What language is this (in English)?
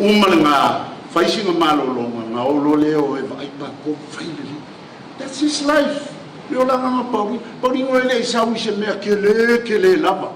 Samoan